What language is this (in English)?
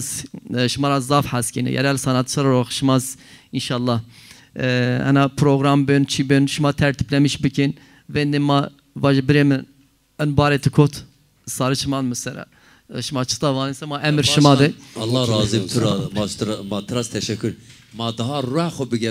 Zaza